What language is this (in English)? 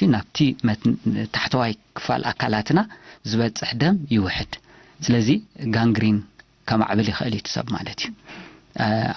Tigrinya